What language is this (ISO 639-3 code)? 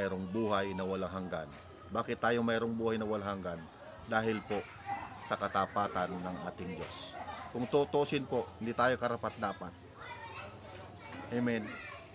fil